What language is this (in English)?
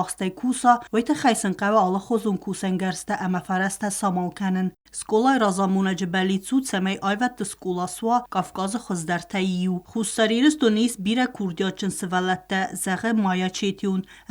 Ossetic